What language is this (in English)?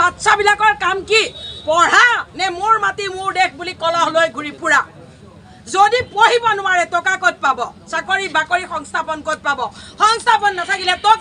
Assamese